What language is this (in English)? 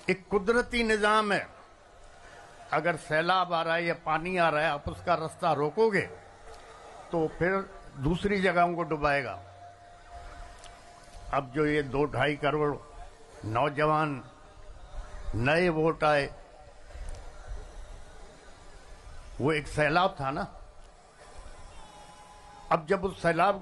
Urdu